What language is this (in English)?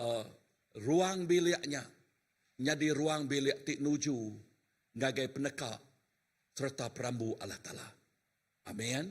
Iban